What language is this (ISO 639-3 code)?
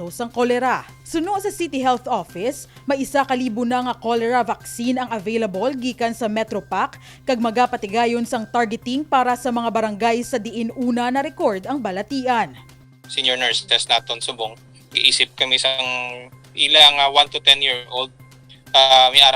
hil